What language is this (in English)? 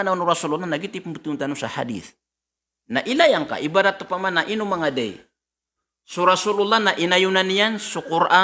Maranao